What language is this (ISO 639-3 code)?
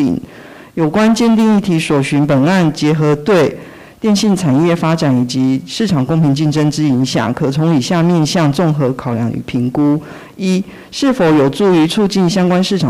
zho